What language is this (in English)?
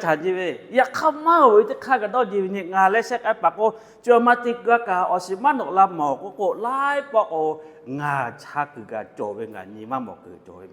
Lahu